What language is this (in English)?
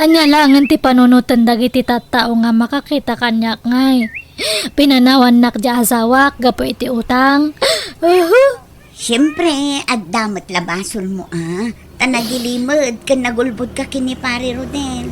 Iloko